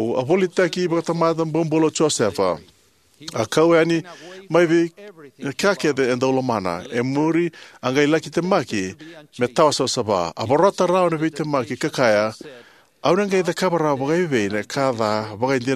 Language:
Fijian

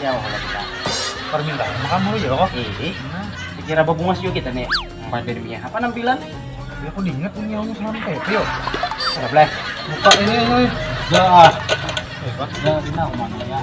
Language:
Banjar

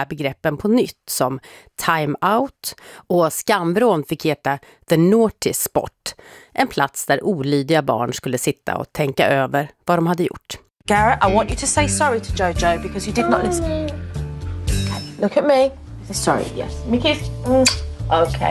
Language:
Swedish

